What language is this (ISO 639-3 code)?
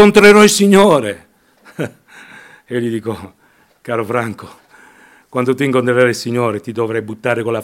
ita